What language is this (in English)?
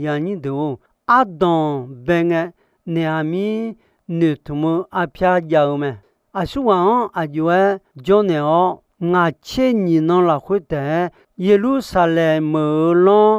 Akha